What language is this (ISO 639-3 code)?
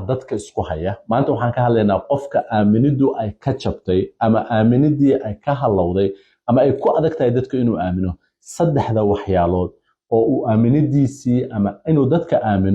som